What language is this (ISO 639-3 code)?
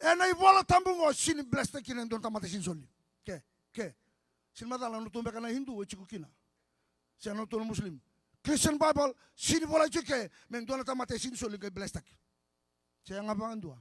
fij